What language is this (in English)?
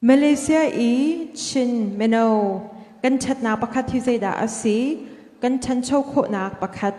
Hakha Chin